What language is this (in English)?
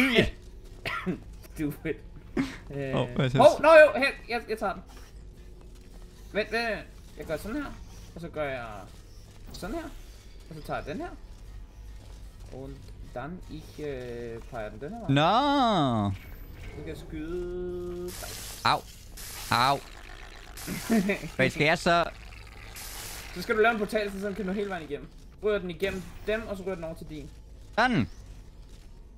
Danish